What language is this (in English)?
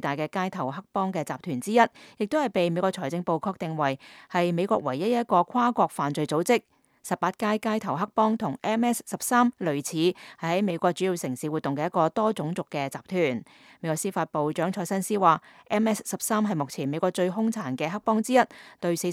Cantonese